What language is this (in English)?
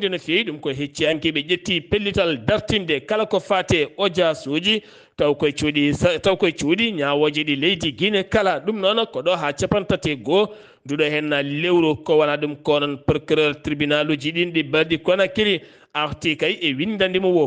Fula